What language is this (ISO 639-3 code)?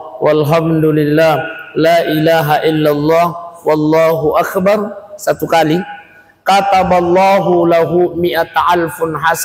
bug